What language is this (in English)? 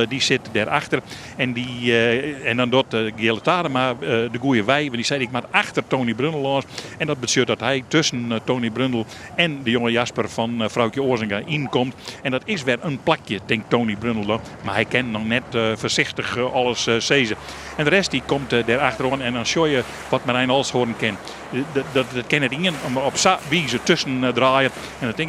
Western Frisian